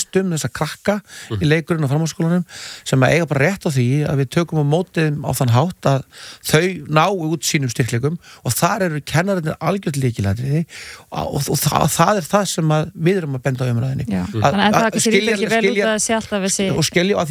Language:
Icelandic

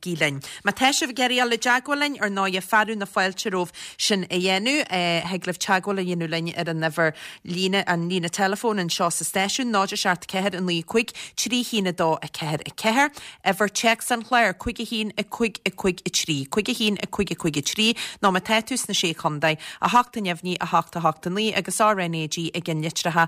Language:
Irish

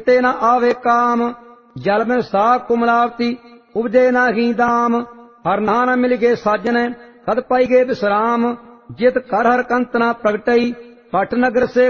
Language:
Punjabi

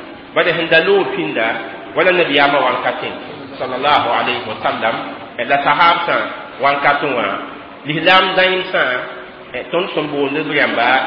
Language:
Mossi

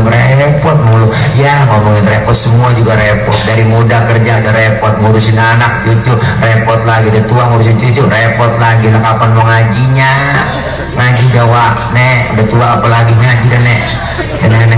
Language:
Betawi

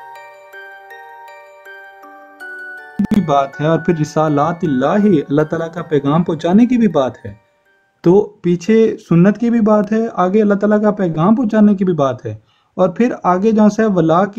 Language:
Urdu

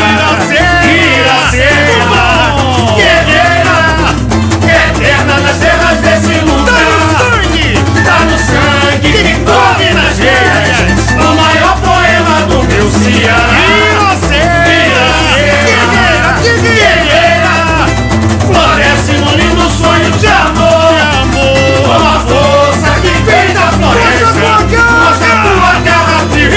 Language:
Portuguese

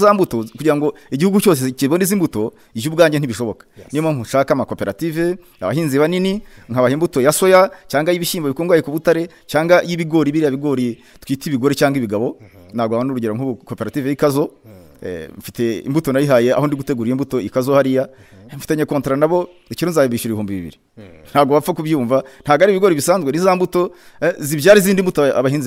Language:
Kinyarwanda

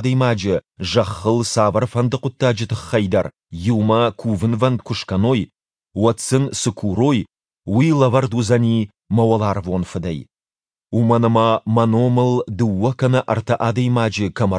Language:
Ossetic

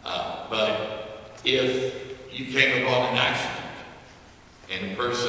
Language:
English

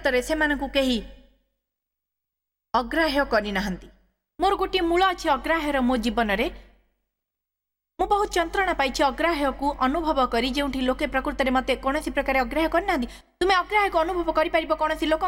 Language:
Odia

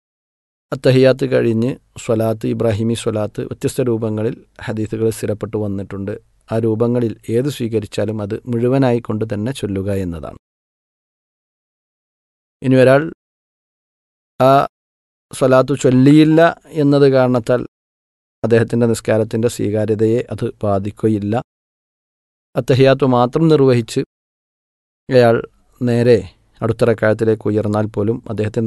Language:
Malayalam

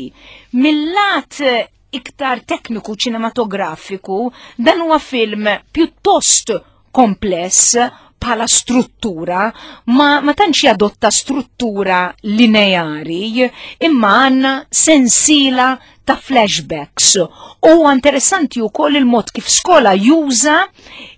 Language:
Maltese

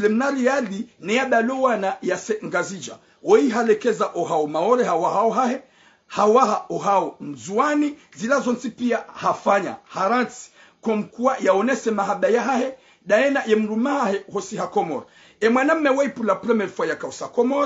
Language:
Ngazidja Comorian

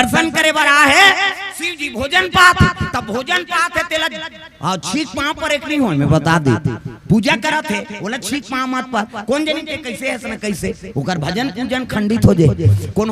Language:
Chhattisgarhi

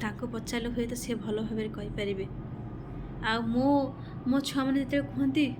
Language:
Odia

